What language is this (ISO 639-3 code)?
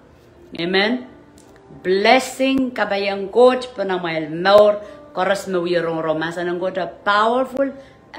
pon